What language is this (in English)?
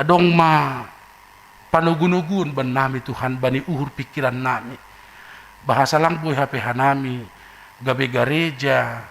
Batak Simalungun